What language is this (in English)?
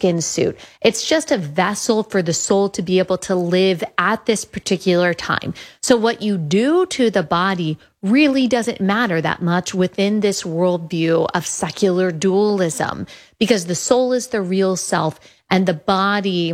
English